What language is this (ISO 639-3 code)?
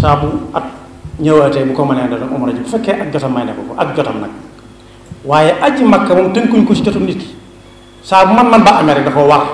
wol